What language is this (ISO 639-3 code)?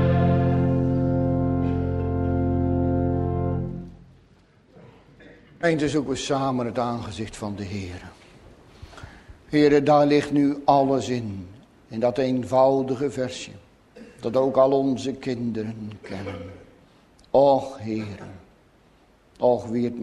nld